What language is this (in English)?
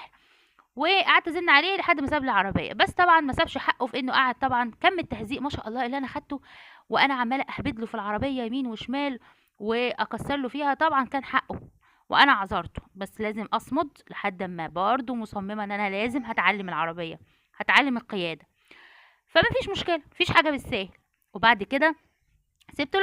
Egyptian Arabic